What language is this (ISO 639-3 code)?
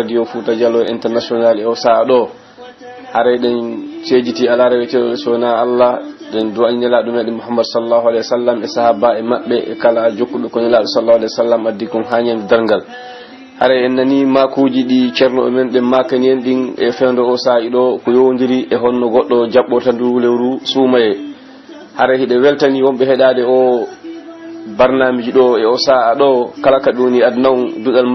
fuf